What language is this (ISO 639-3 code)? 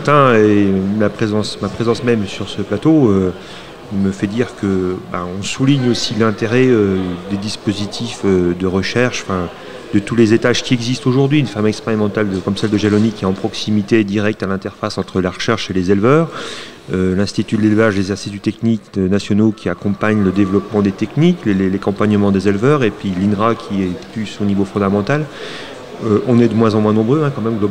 fra